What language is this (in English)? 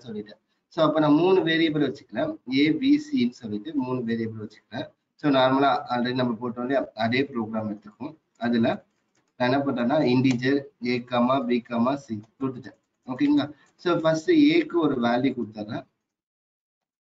Tamil